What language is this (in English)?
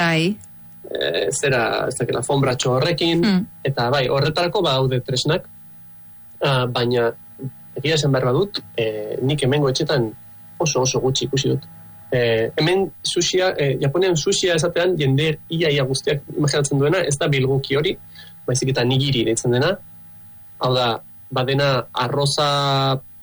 Basque